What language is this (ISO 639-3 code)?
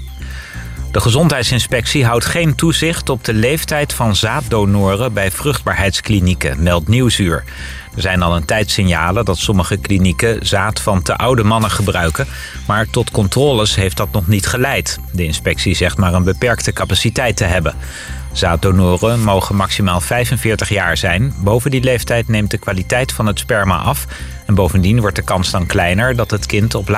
nld